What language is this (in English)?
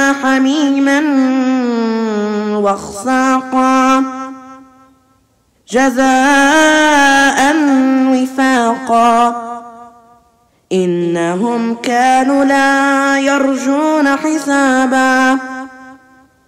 Arabic